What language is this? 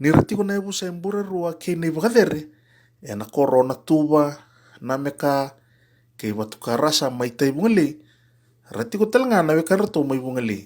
Fijian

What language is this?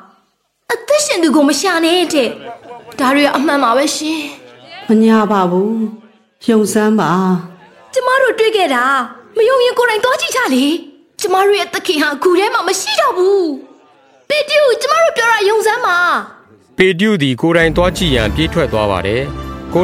Burmese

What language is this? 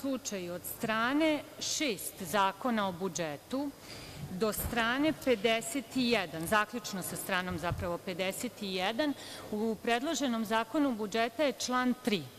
Serbian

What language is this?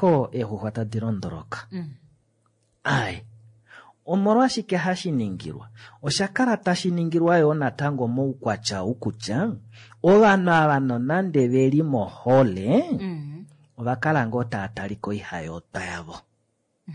Kuanyama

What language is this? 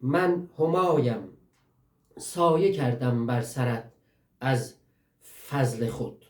South Azerbaijani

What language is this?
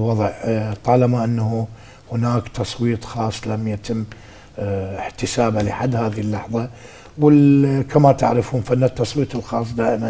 Mesopotamian Arabic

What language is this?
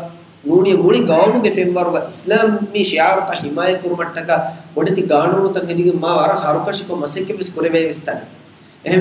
Divehi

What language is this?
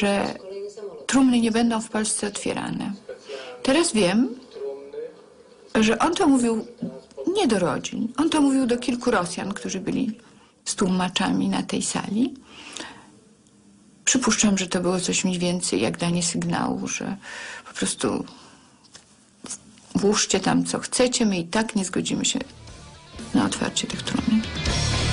Polish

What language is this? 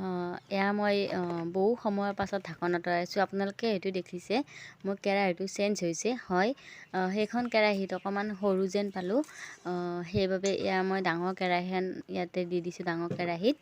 Assamese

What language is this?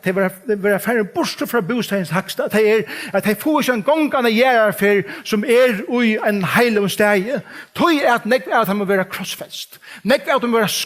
Faroese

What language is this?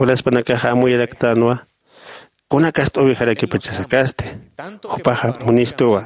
Aymara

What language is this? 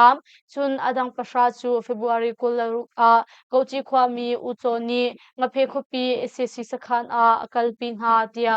Hakha Chin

